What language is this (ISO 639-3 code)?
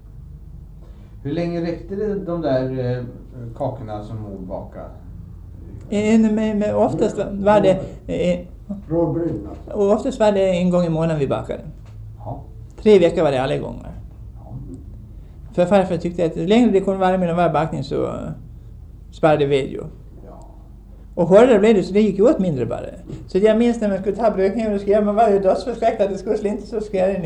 swe